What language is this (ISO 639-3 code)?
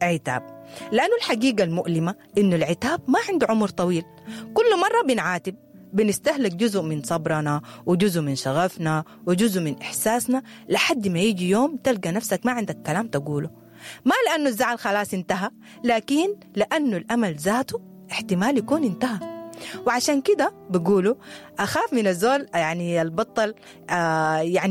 apd